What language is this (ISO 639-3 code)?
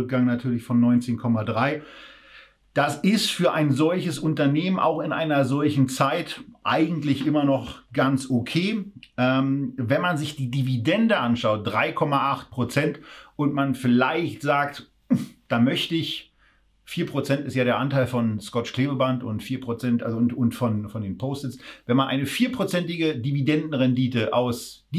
deu